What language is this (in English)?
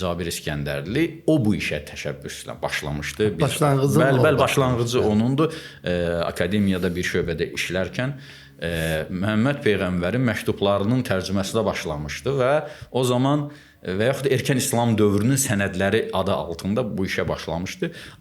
Azerbaijani